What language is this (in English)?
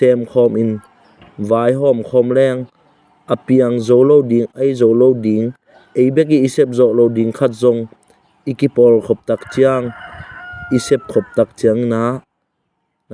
Tedim Chin